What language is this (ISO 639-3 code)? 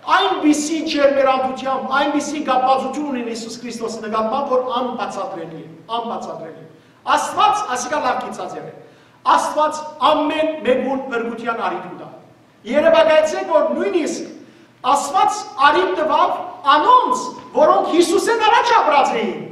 hyw